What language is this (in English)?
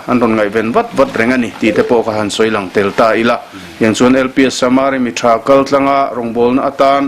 Mizo